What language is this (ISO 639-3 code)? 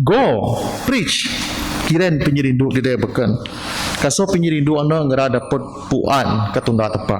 bth